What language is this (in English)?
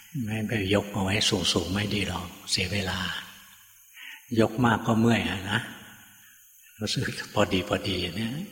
Thai